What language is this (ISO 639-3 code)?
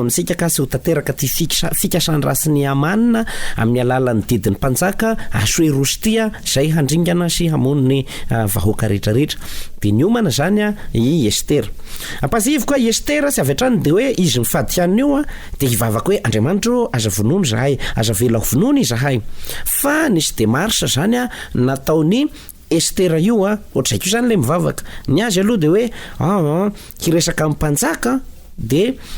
mlg